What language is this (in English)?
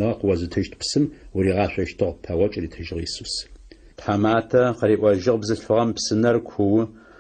Adyghe